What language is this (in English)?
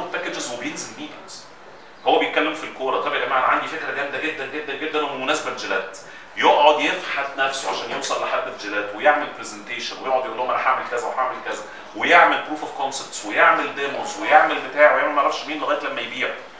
Egyptian Arabic